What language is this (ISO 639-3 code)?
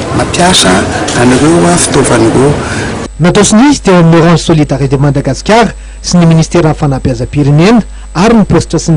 mlg